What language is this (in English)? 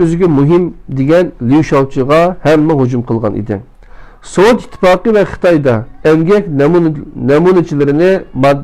Uyghur